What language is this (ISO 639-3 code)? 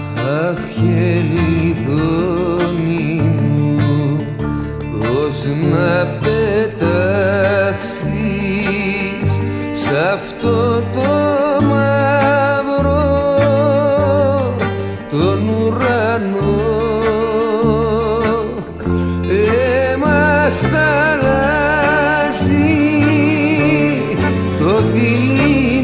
ell